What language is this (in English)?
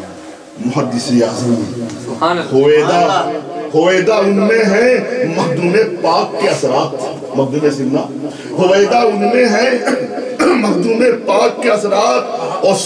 Urdu